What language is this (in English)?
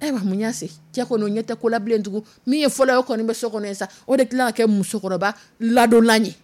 Dyula